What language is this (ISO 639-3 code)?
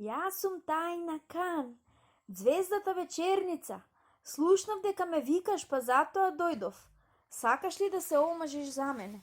mkd